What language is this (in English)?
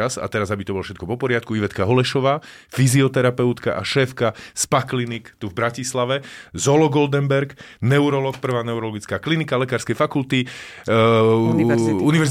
Slovak